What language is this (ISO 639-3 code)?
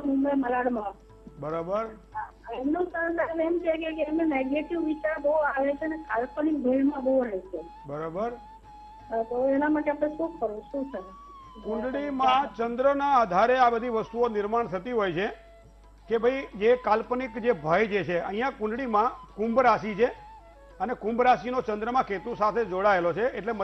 guj